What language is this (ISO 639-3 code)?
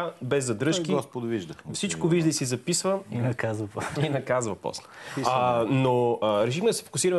bul